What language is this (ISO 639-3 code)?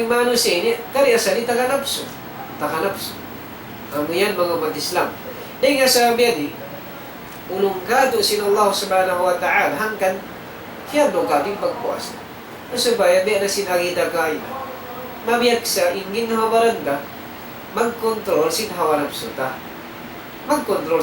tsg